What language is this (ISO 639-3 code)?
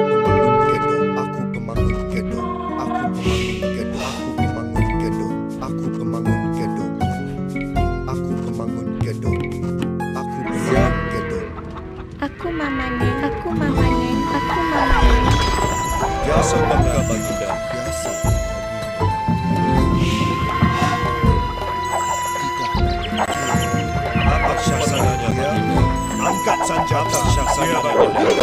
msa